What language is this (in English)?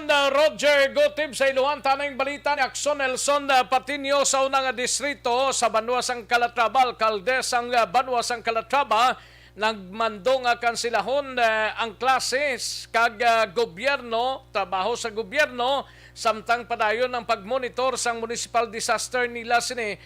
Hiligaynon